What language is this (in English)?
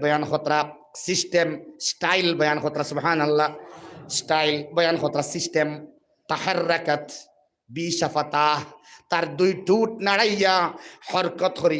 Sylheti